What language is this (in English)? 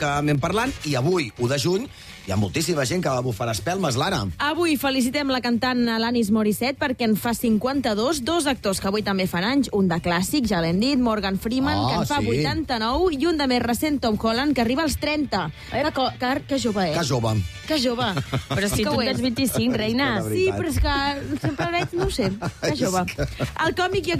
Catalan